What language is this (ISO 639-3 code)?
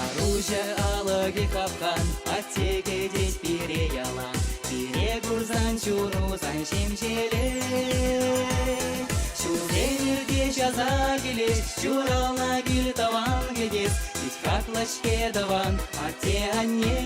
chv